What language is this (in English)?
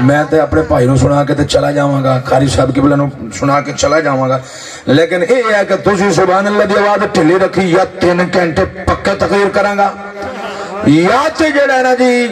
Saraiki